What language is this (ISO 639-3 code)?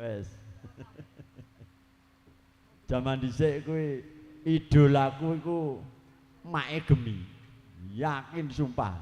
jav